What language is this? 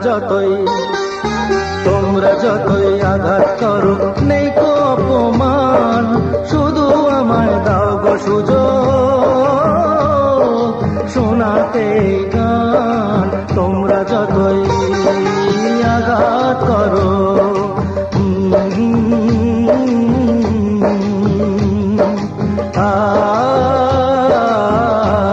Bangla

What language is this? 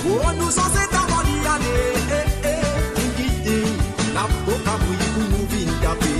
Morisyen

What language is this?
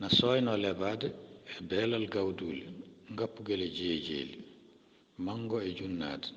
Fula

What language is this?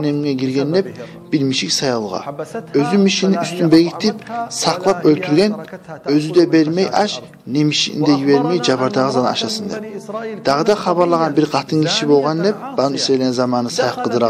Kumyk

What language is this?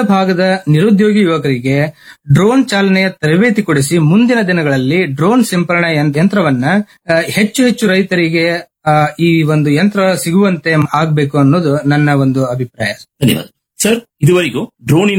Kannada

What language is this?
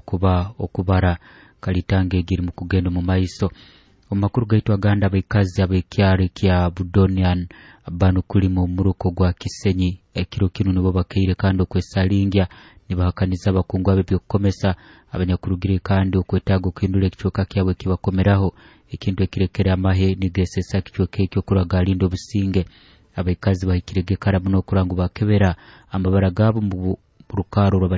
Nyoro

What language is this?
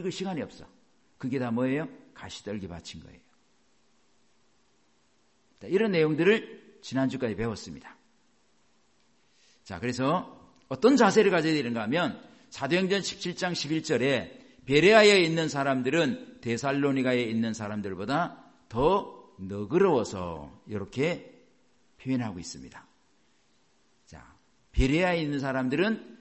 Korean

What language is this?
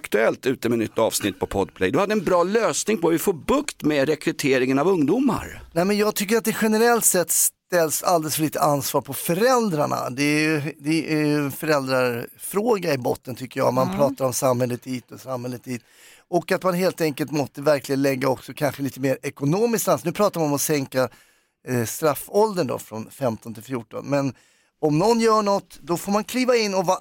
Swedish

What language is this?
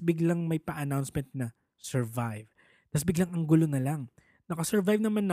Filipino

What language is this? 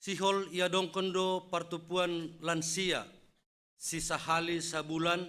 Batak Simalungun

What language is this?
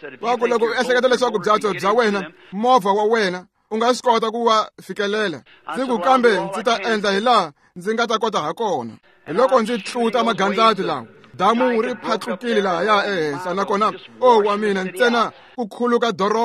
Tsonga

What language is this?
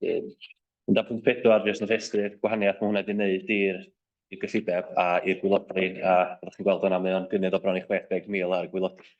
Welsh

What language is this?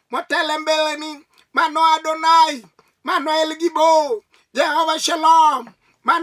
Luo (Kenya and Tanzania)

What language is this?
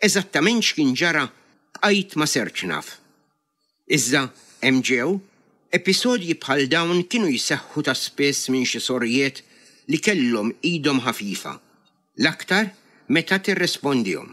Maltese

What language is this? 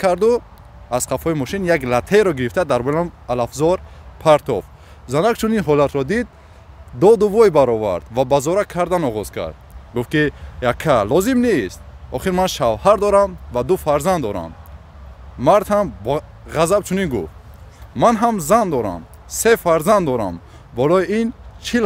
Tajik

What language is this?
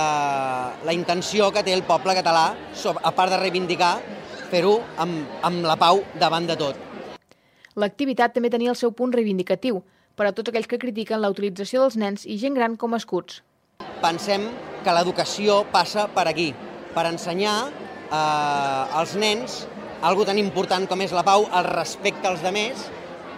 Catalan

